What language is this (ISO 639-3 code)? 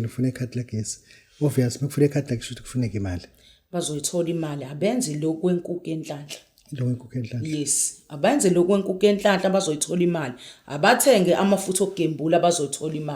zul